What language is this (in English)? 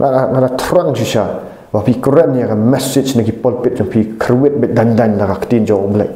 Khasi